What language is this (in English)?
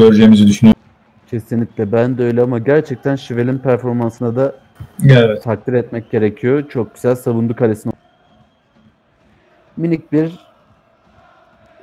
Turkish